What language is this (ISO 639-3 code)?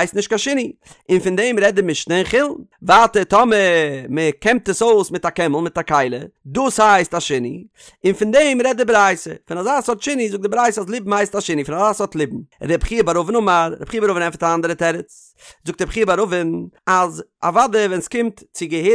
yid